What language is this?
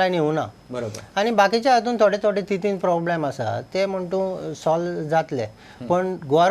Konkani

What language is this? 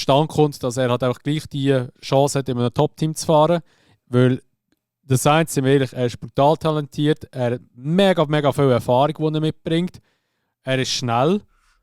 Swiss German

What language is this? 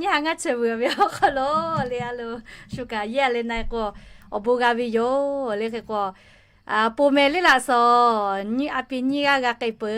Lahu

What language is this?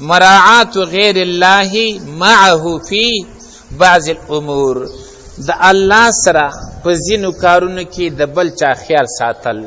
Pashto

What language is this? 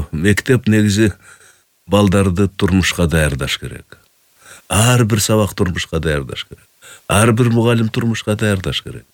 Kyrgyz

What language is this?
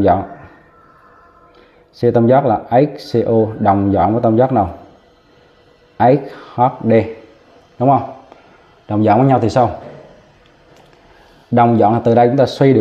Vietnamese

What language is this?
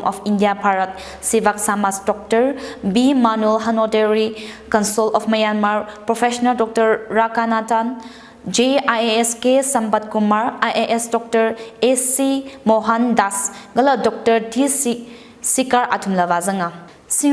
Tangkhul Naga (India)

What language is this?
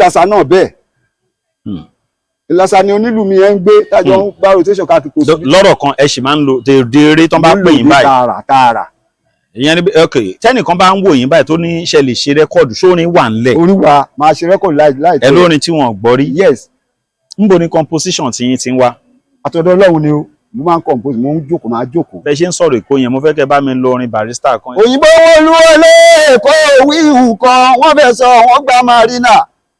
Yoruba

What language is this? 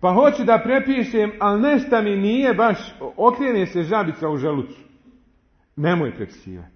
Bosnian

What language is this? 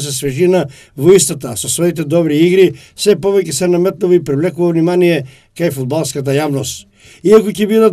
Macedonian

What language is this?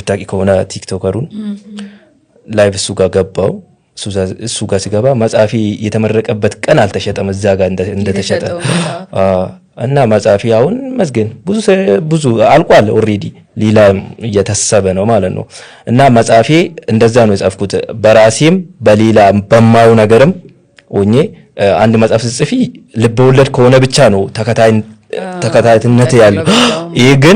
Amharic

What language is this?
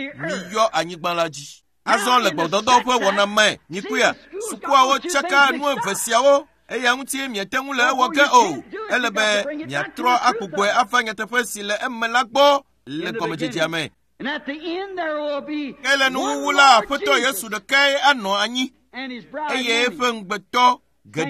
Ewe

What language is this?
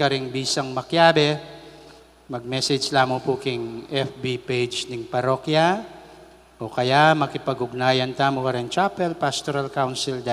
Pampanga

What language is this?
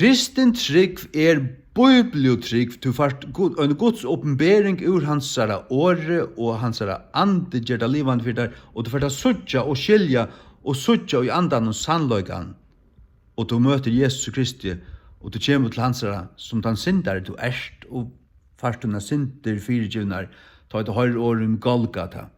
Faroese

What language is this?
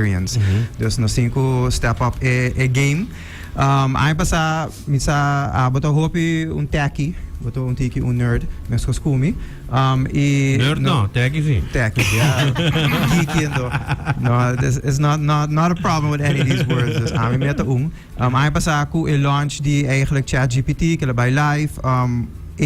Papiamento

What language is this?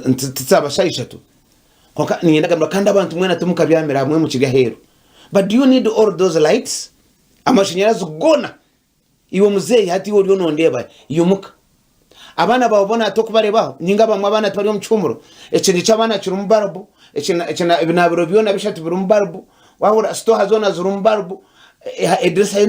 Nyankole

